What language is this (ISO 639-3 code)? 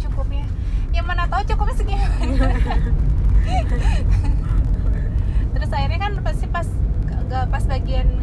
ind